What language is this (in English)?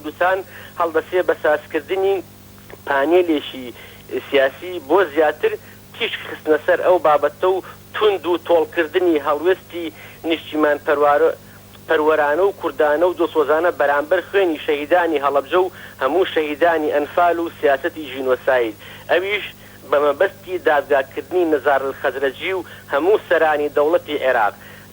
Central Kurdish